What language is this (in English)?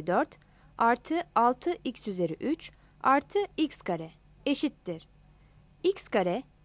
Turkish